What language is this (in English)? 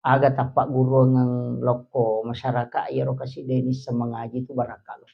Buginese